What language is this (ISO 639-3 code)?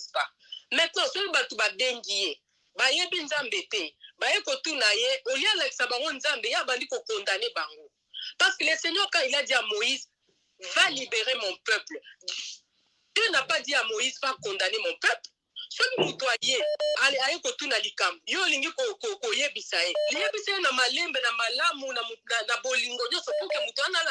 lin